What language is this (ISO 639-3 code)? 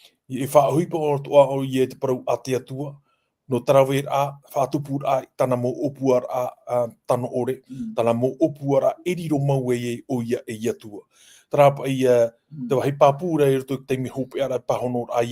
tah